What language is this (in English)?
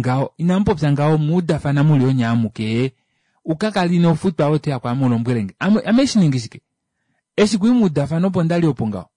Kuanyama